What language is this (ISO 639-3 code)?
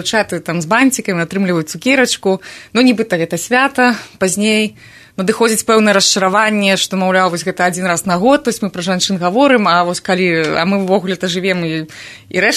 bel